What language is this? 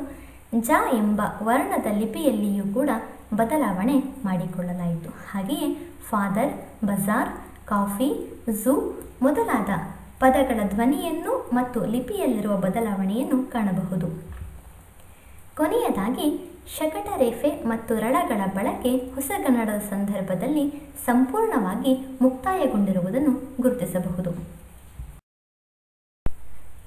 Kannada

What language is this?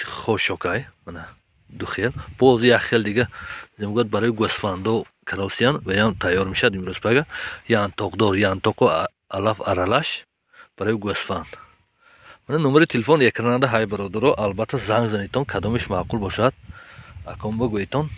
Tajik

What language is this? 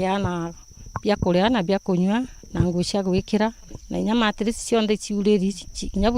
Meru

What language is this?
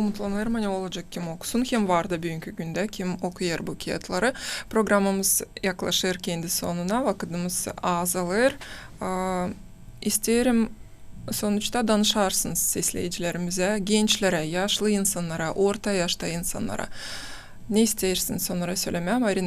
Gagauz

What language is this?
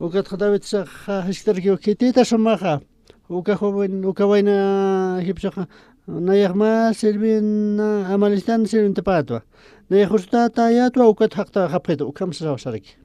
Aymara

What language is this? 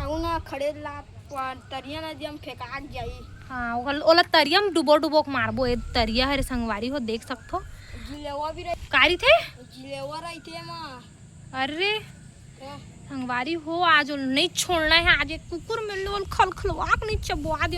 Chhattisgarhi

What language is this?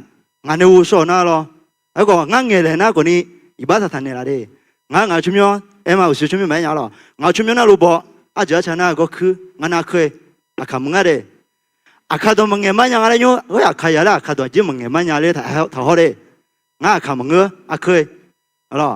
Akha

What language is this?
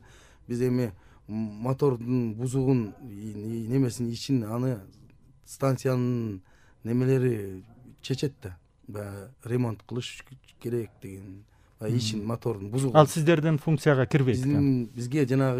Kyrgyz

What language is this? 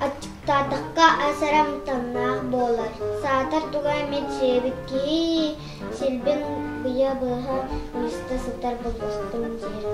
Yakut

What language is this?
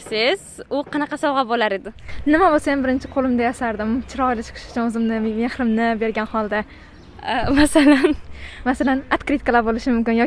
Uzbek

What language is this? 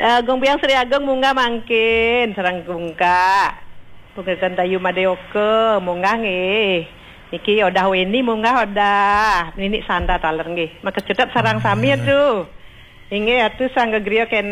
Balinese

